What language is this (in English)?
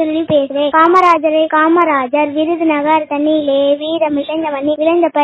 Tamil